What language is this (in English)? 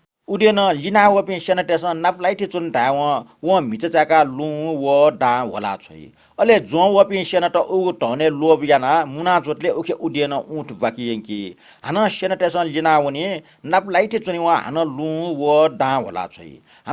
Newari